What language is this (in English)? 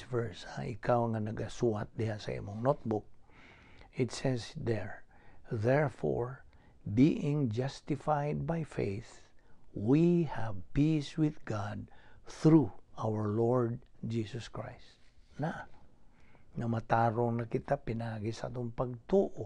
Cebuano